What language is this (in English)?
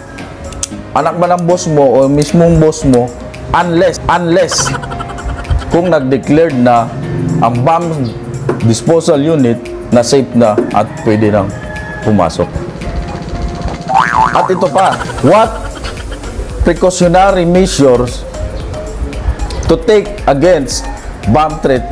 Filipino